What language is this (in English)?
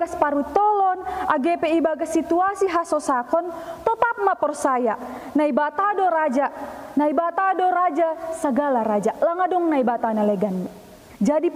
Batak Simalungun